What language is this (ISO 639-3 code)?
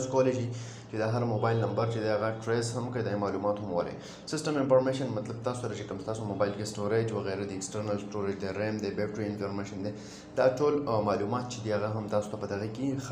pus